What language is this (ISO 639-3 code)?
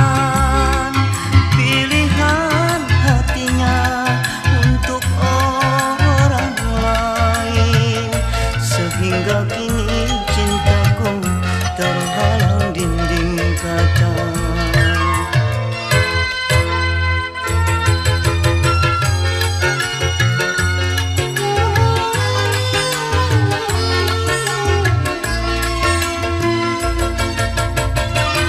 msa